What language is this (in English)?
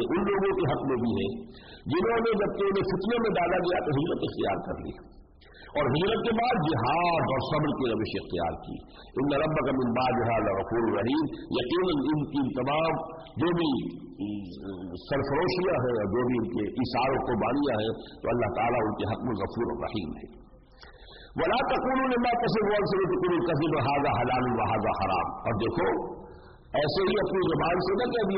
Urdu